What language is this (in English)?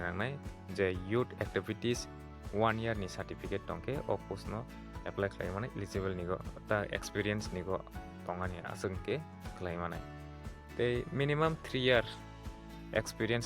Kok Borok